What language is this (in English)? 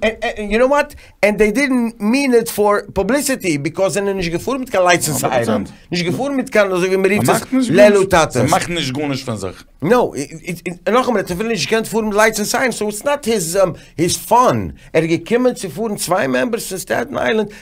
Yiddish